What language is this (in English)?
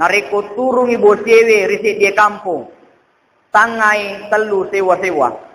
Buginese